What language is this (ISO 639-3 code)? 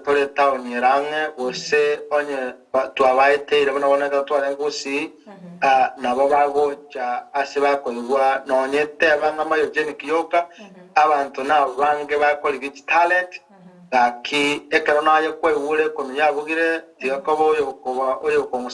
guz